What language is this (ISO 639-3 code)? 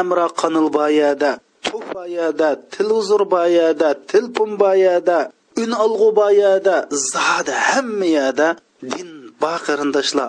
uig